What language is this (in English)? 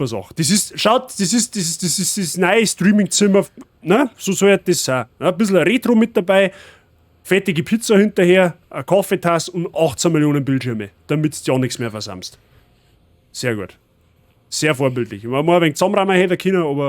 Bavarian